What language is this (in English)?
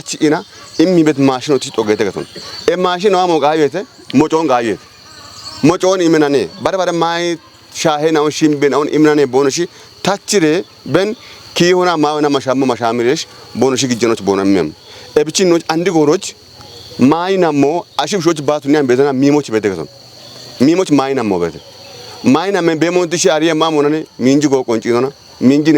Kafa